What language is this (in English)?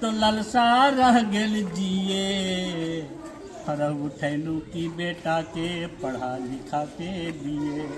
Magahi